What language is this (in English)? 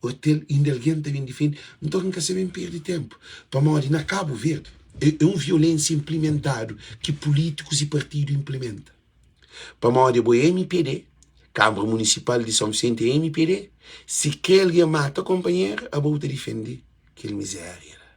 Kabuverdianu